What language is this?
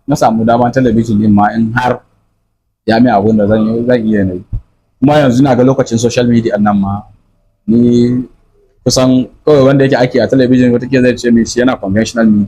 Hausa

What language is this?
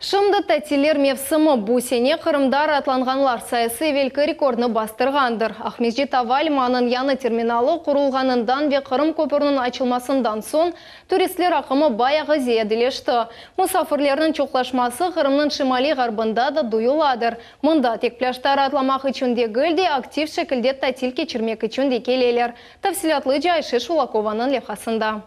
Crimean Tatar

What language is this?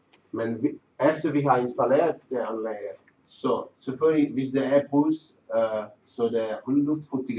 Danish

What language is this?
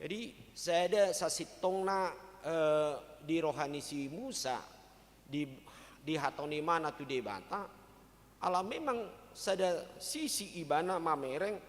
Batak Toba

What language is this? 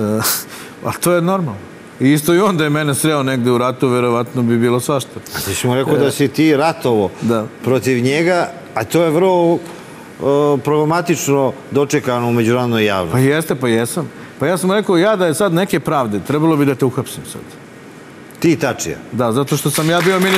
Serbian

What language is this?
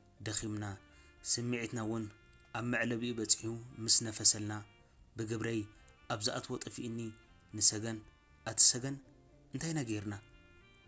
Tigrinya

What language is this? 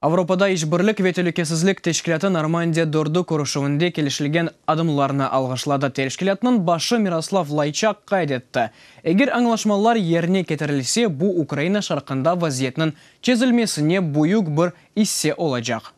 Crimean Tatar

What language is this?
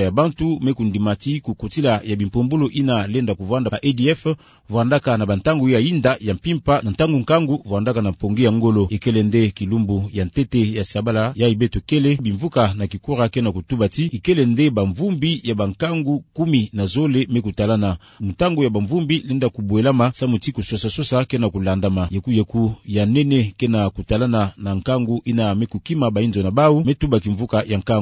Kituba (Democratic Republic of Congo)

